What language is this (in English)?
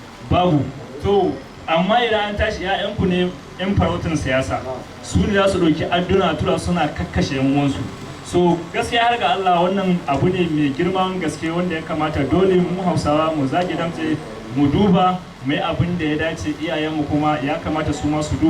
Hausa